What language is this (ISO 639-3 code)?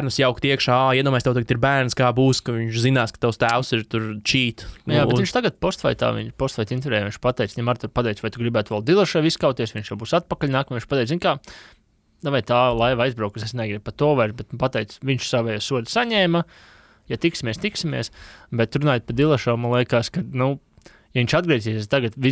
lav